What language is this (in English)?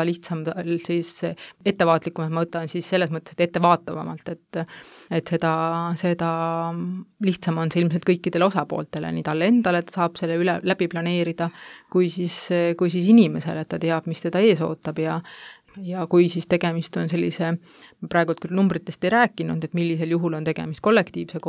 Estonian